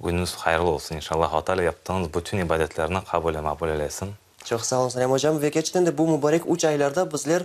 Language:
Crimean Tatar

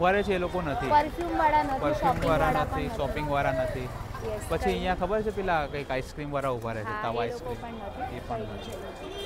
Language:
Gujarati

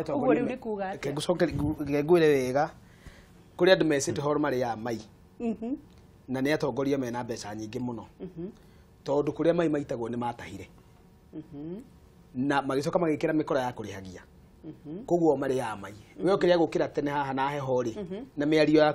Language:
Kikuyu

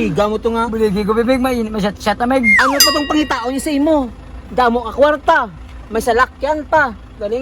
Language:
Hiligaynon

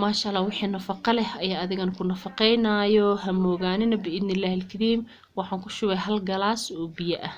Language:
Somali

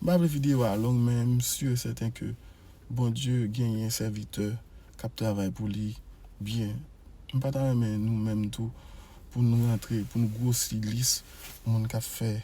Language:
Haitian Creole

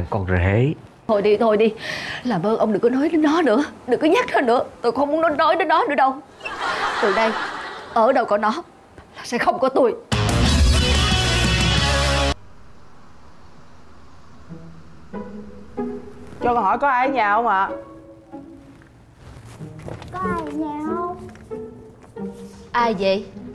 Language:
Vietnamese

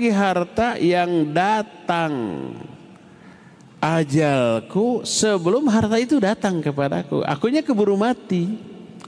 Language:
Indonesian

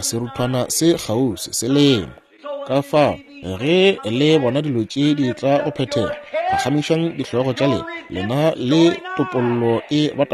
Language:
Northern Sotho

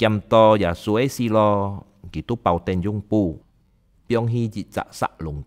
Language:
Hakka Chinese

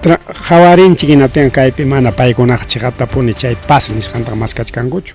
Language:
Ayacucho Quechua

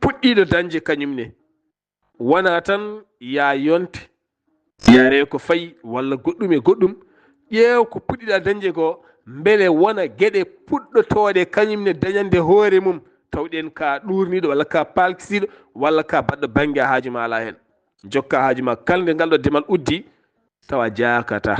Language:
Fula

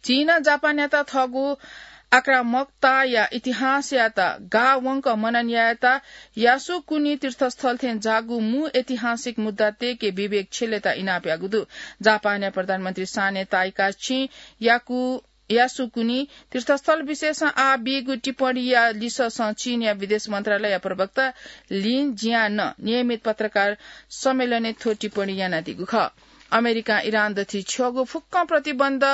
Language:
Newari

